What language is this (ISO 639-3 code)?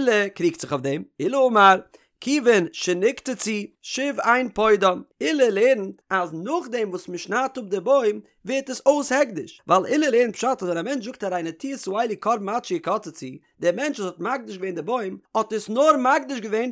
yid